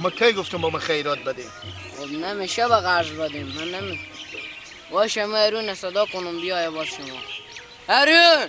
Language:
Persian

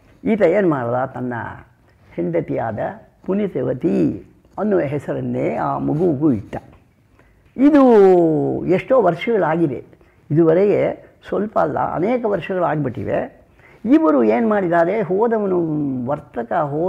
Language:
Kannada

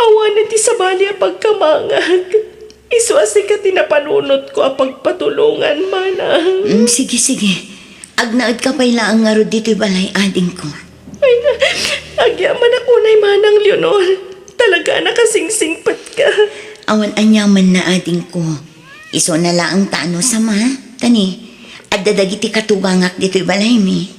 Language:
Iloko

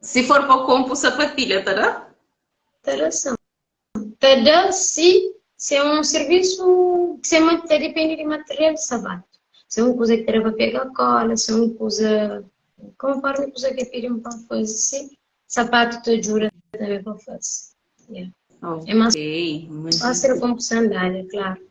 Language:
Kabuverdianu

